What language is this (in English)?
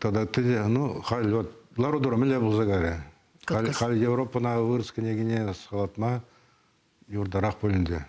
Chuvash